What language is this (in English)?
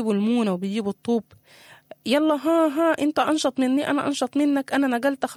Sudanese Arabic